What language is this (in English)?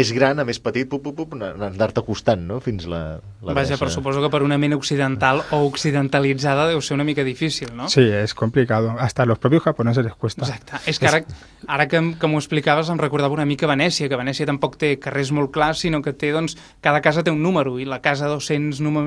Catalan